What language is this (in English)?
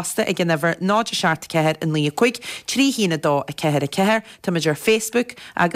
Irish